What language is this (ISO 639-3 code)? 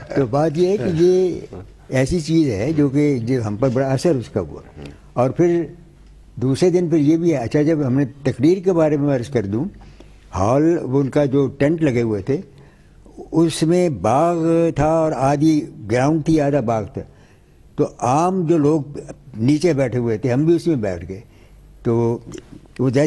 urd